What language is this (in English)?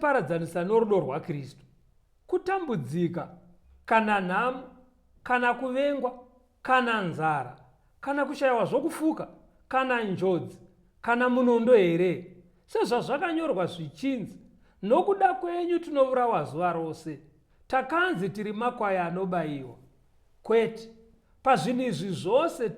Shona